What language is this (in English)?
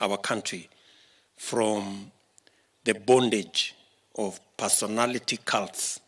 Kamba